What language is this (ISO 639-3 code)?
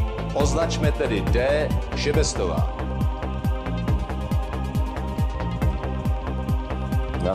ces